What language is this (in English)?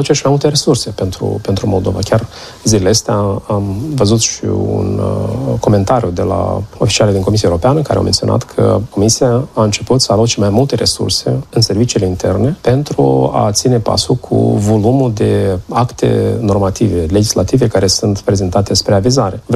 Romanian